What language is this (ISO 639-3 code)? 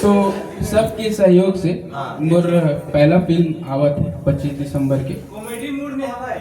hne